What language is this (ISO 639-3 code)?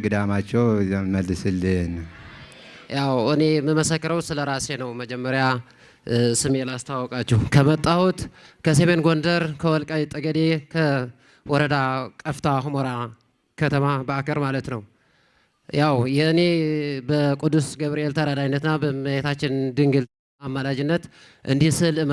amh